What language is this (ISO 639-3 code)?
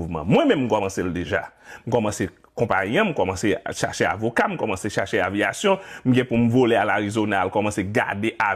hat